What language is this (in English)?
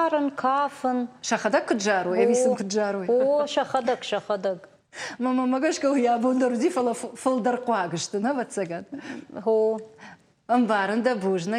Ossetic